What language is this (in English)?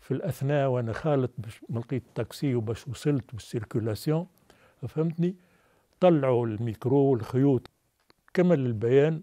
Tunisian Arabic